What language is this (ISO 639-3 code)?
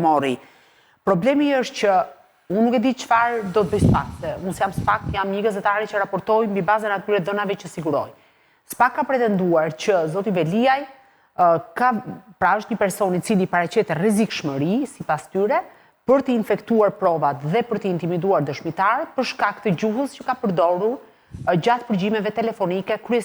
sqi